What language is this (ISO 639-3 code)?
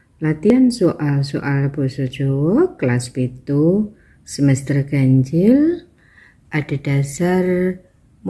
jav